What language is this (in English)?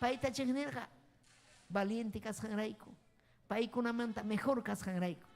Ayacucho Quechua